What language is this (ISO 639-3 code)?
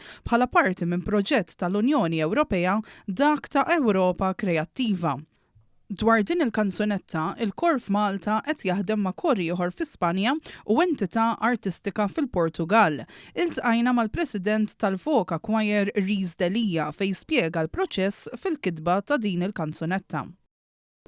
mlt